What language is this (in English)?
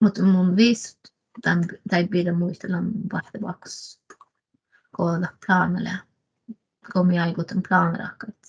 Northern Sami